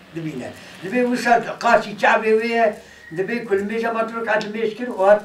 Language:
Kurdish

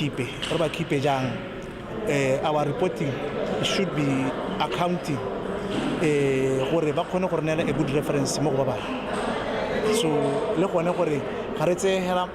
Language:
Tswana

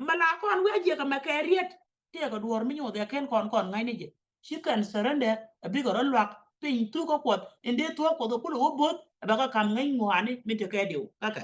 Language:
Nuer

